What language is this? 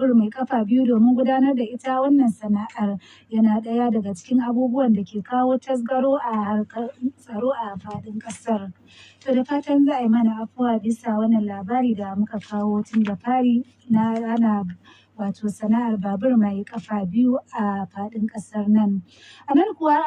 Hausa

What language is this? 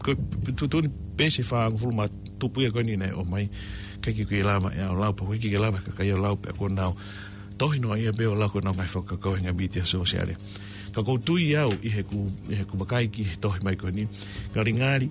Tongan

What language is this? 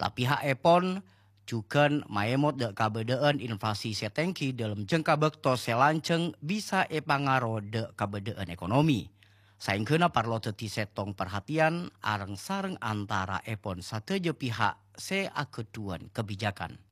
Madurese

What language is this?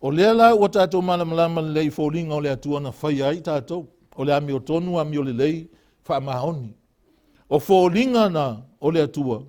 Samoan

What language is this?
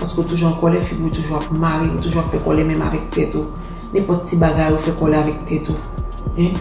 Haitian Creole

